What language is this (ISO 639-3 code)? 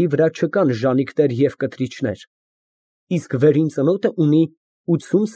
hye